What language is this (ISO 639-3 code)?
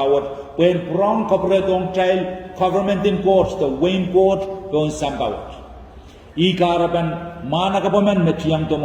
pon